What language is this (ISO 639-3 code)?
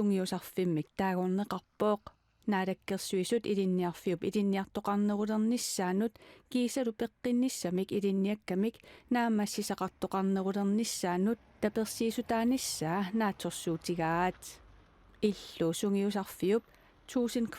kal